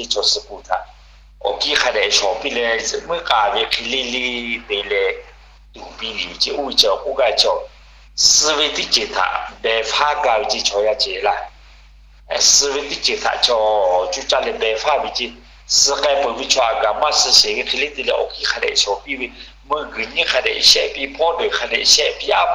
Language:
Lahu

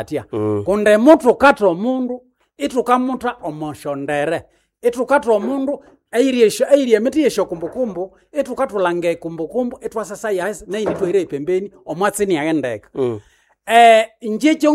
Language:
Nande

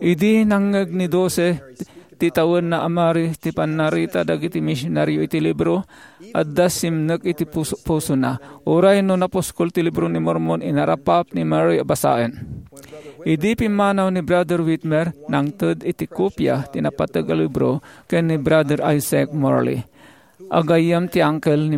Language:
Iloko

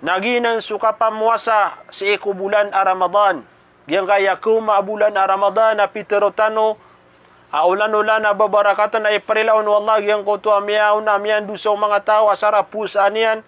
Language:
Maranao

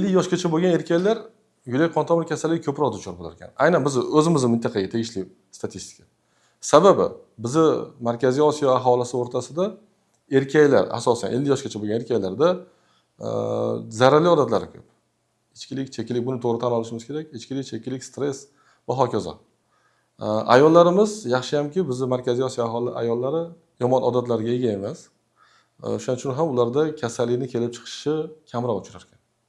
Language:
Uzbek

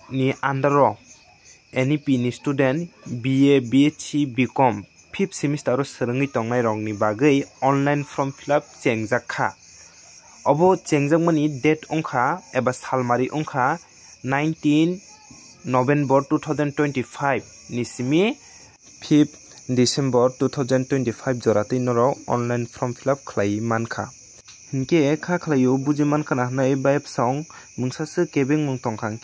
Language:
Kok Borok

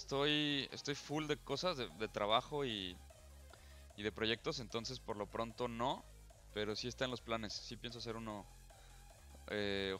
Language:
Spanish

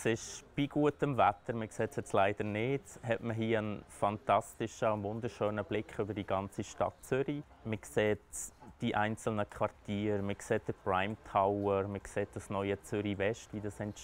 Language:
Swiss German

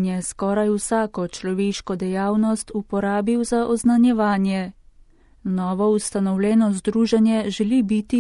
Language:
Slovenian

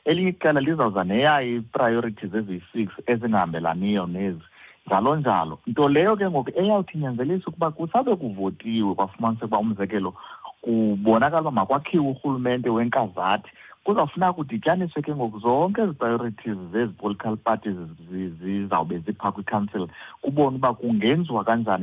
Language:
Xhosa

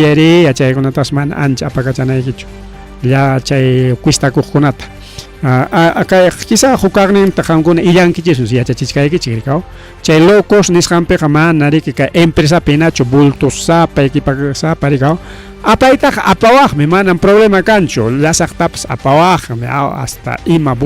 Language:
Ayacucho Quechua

